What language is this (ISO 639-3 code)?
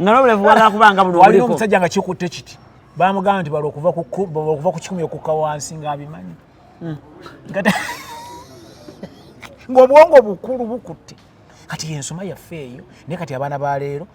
lug